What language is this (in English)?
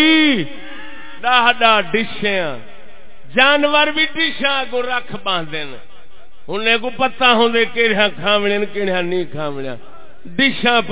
Saraiki